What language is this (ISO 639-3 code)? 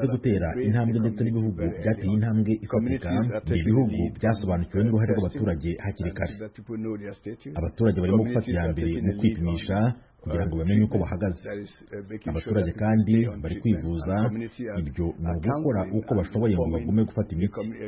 kin